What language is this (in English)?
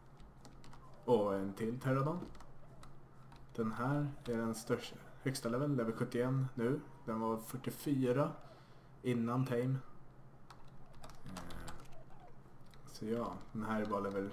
Swedish